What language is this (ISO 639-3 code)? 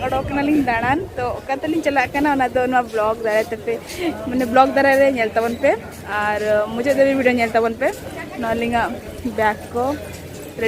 sat